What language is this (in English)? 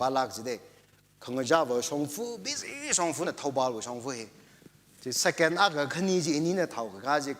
Tangkhul Naga (India)